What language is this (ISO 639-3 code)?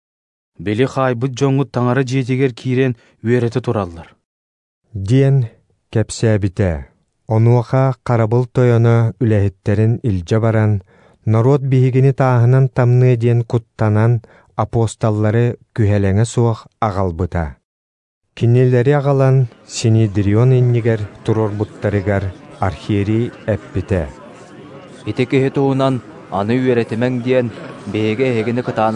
sah